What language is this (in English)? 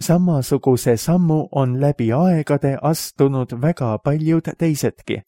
Estonian